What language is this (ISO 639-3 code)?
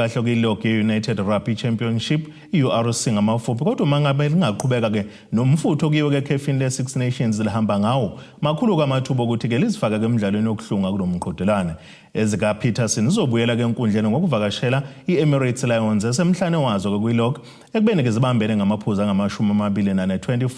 zul